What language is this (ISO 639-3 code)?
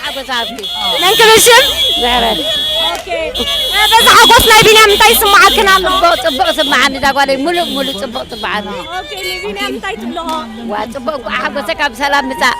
tir